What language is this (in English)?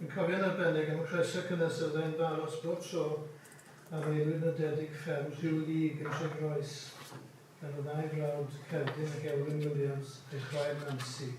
Welsh